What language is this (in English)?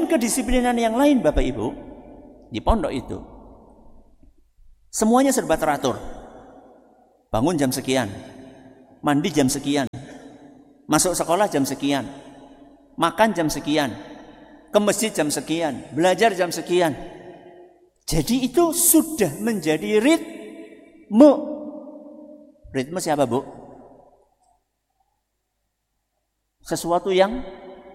Indonesian